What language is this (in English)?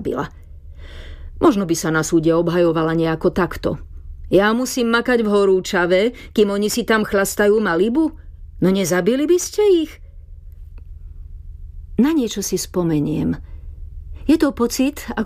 Slovak